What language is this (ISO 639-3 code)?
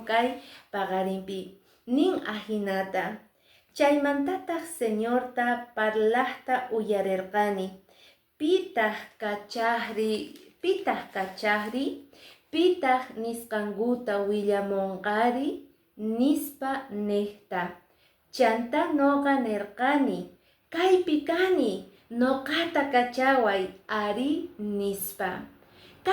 que